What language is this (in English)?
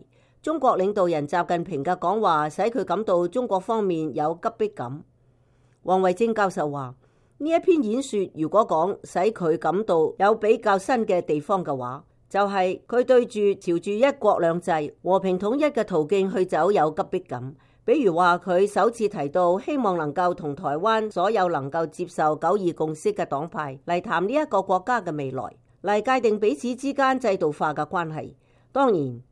Cantonese